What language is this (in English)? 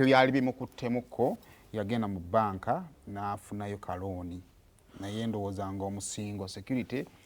Ganda